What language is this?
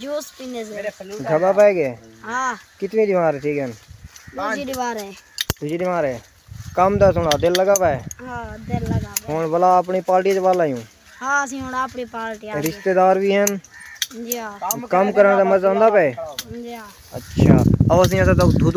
Saraiki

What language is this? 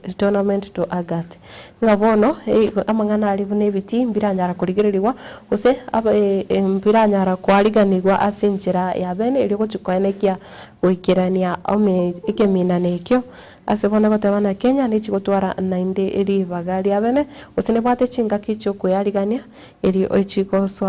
Gusii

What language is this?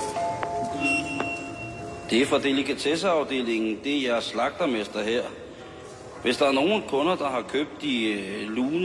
Danish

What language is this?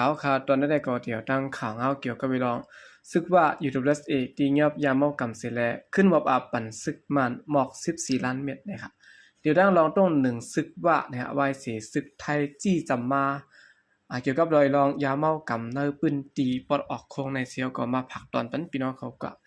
Shan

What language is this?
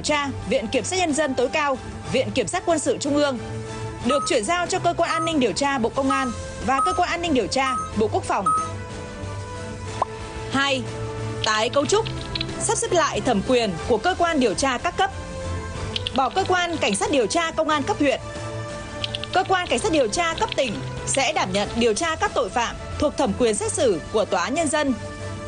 Vietnamese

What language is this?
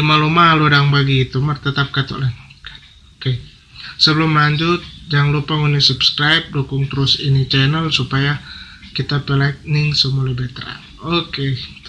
Manado Malay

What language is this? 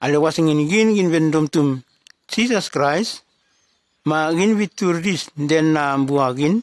Nume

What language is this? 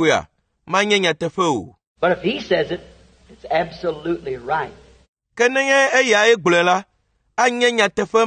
Ewe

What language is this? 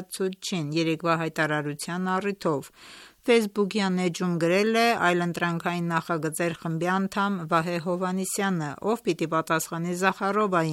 Armenian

